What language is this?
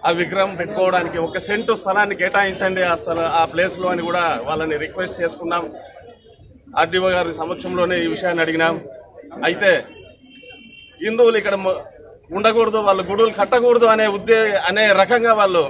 Telugu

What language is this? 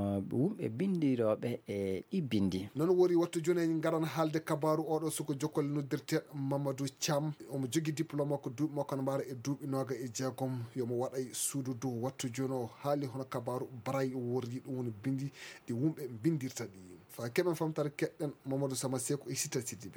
Fula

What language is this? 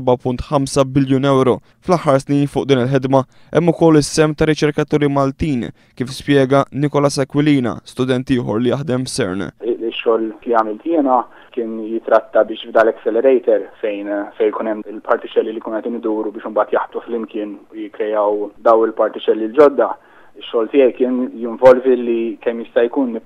Maltese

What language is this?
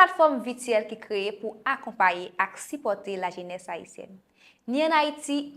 Haitian Creole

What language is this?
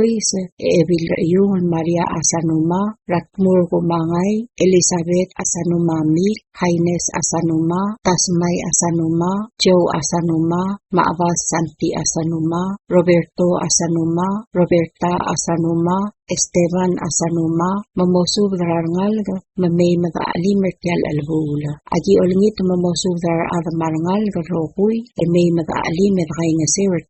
Palauan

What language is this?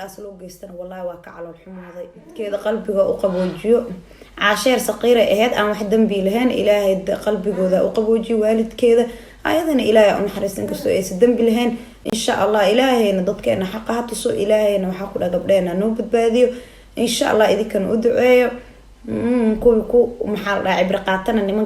Somali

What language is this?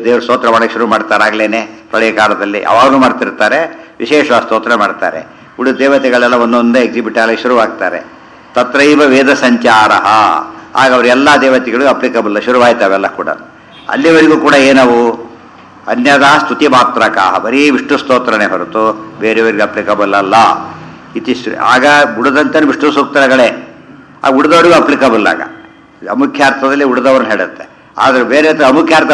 Kannada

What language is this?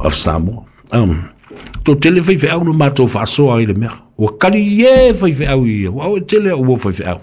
Samoan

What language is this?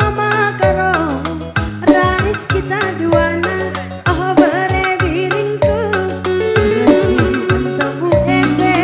Batak Karo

